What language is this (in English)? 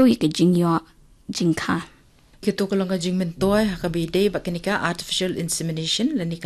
Khasi